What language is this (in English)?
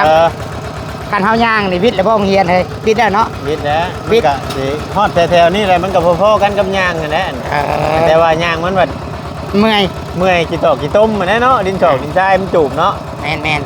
Northeastern Thai